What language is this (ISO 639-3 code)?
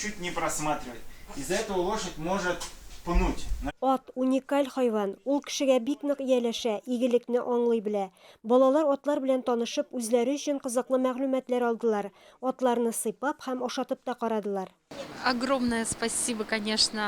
tat